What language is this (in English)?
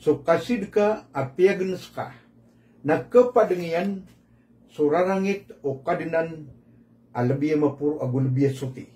Maranao